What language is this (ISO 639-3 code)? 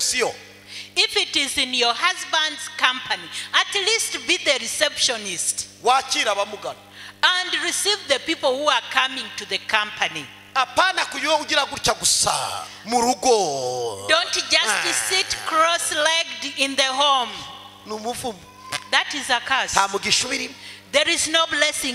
kin